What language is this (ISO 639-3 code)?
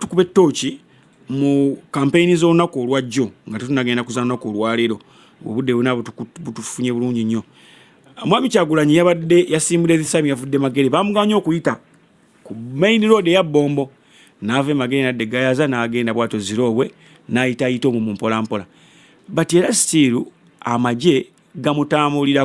lug